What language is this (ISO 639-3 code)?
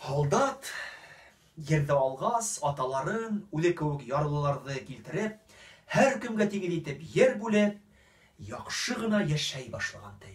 bak